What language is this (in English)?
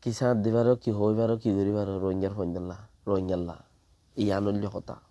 Rohingya